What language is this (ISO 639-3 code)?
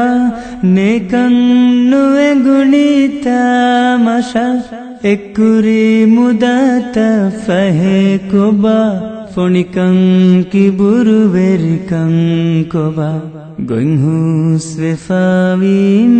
div